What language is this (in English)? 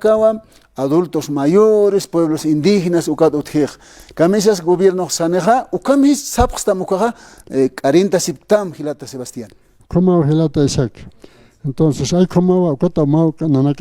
Aymara